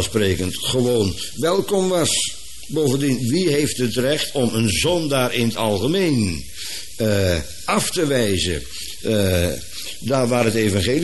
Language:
Dutch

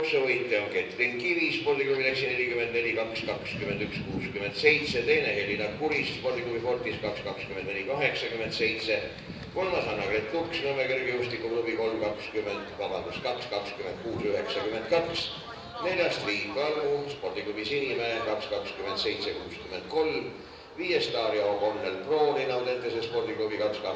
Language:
Estonian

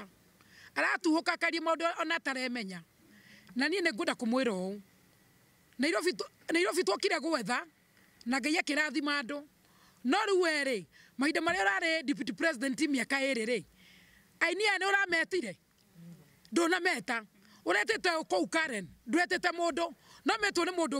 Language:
Kikuyu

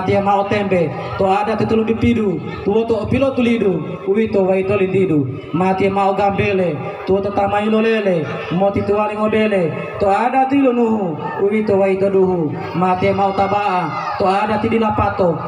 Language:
Gorontalo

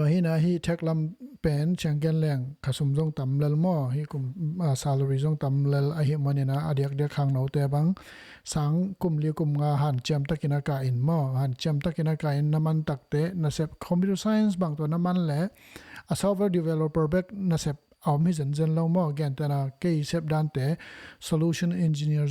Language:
Tedim Chin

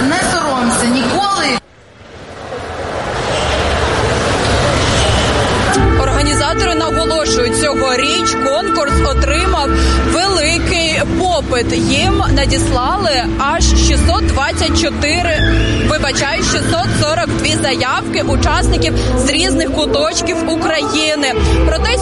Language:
Ukrainian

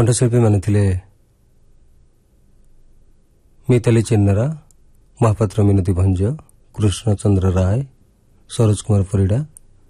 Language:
Odia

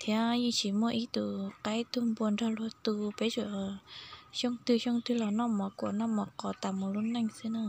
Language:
Hmong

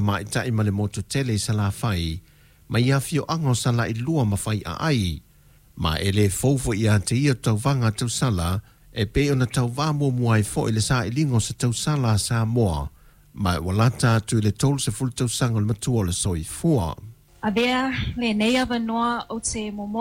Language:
Samoan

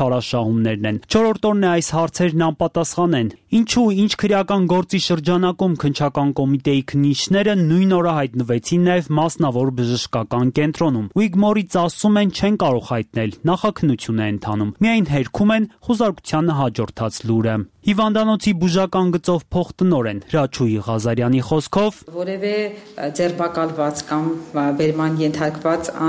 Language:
Armenian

